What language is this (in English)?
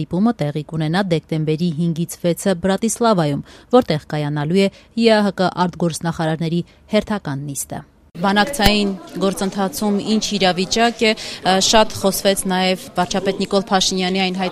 Armenian